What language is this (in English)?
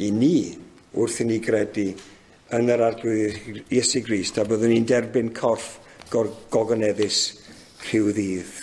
Welsh